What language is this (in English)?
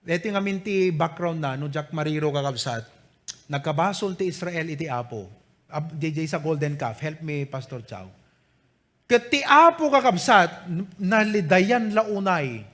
Iloko